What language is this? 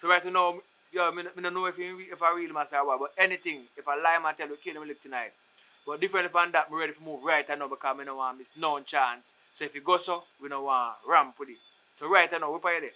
Jamaican Creole English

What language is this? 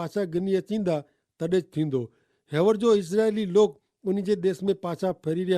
Kachhi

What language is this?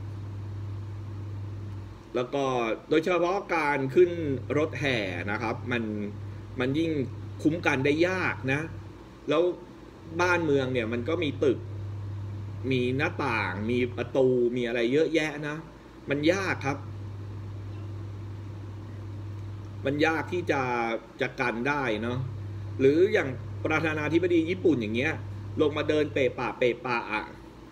Thai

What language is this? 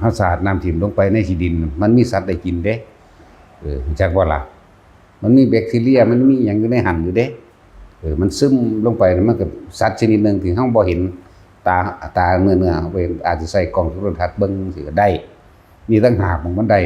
Northeastern Thai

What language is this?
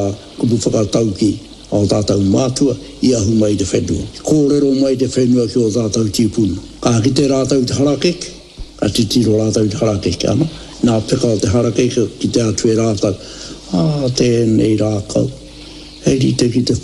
Māori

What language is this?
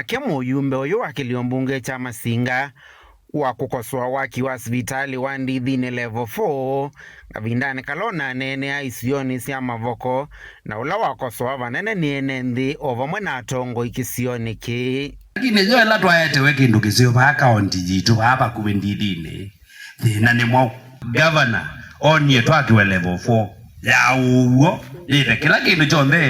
Kamba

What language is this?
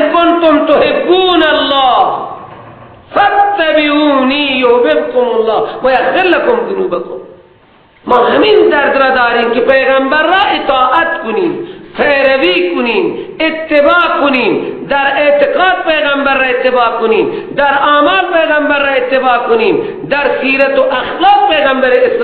Persian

